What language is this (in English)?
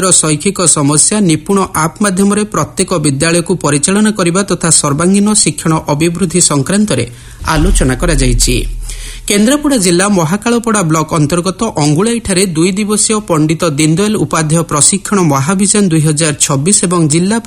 Odia